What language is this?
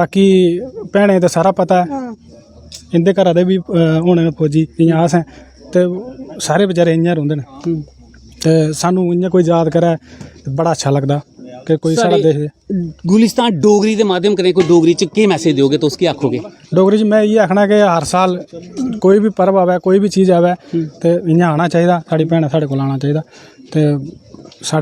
Dogri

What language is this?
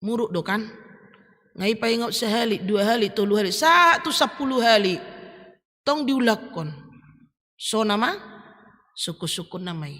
Batak Toba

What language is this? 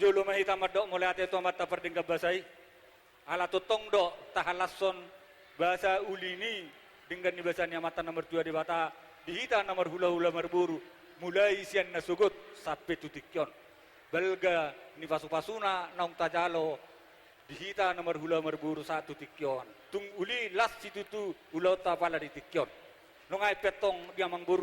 Batak Toba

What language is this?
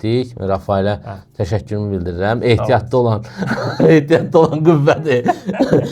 Azerbaijani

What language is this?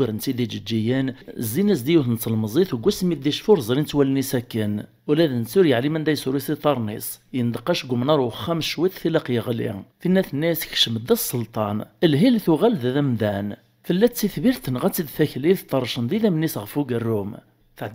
Kabyle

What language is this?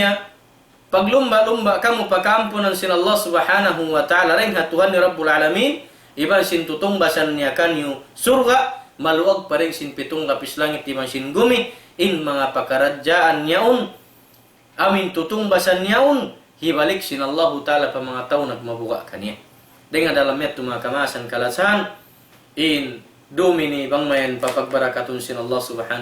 Tausug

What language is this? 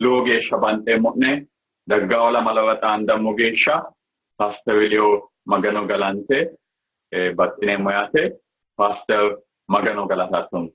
Sidamo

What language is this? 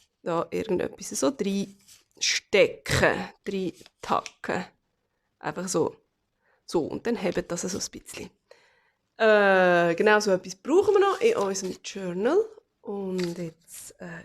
Swiss German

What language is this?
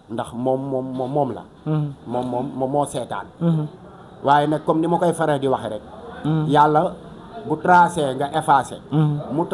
Wolof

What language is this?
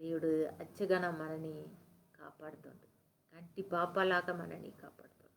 Koya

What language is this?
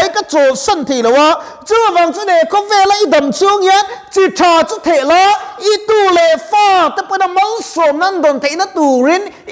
Mizo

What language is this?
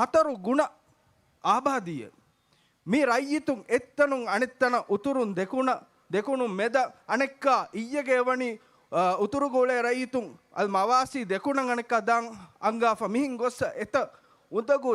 Divehi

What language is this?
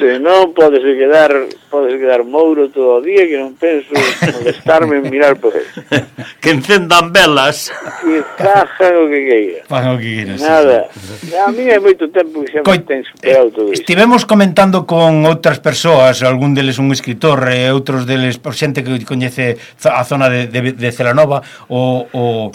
Galician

